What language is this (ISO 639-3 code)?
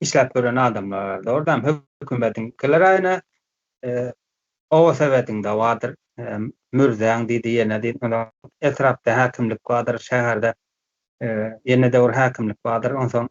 tuk